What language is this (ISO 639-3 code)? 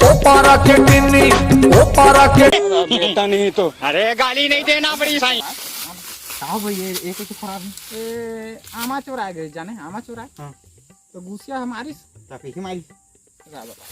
hne